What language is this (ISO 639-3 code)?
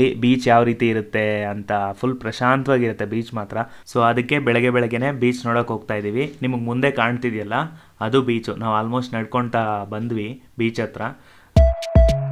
kan